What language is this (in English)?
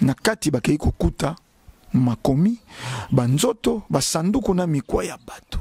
Lingala